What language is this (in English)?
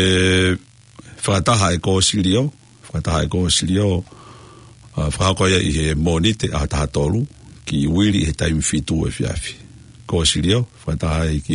Tongan